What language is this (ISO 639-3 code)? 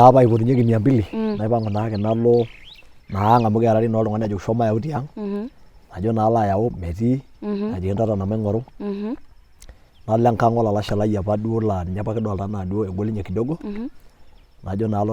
mas